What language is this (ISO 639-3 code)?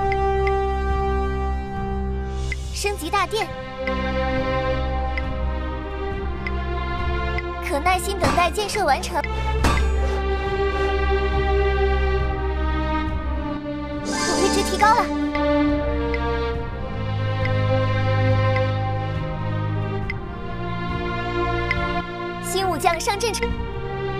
zho